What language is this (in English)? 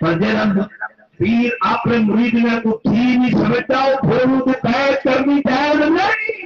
Saraiki